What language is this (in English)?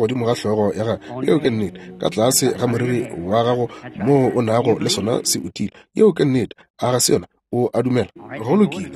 Northern Sotho